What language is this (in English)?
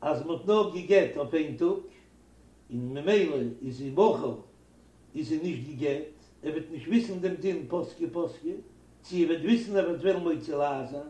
Yiddish